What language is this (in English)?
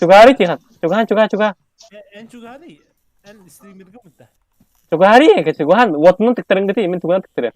Yakut